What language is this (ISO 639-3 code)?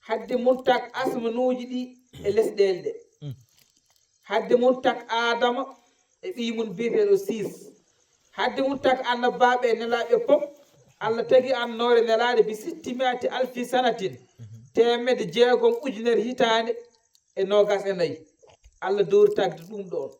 ful